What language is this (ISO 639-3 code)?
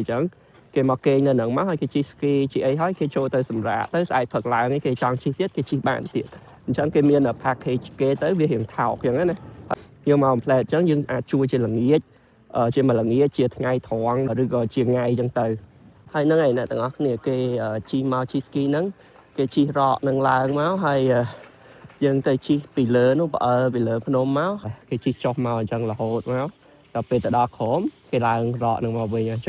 khm